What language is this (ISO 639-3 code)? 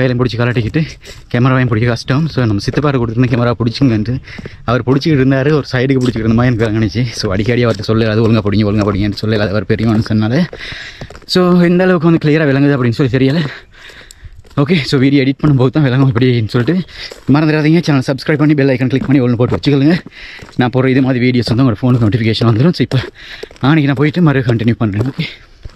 tam